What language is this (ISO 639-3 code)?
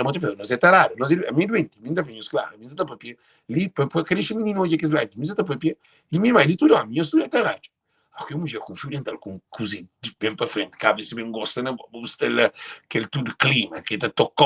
kea